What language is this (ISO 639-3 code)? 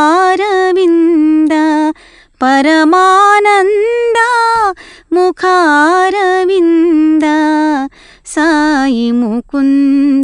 tel